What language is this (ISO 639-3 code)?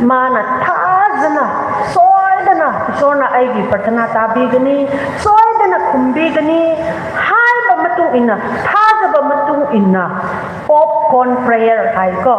nmf